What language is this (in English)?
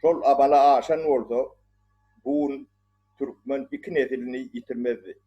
Turkmen